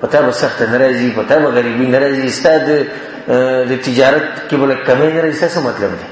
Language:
Pashto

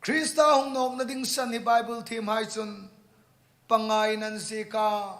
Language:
Hmar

